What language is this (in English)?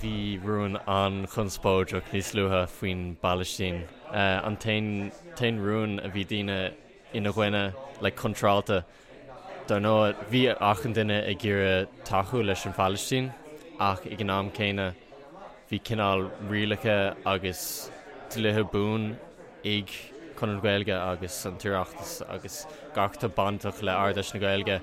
Irish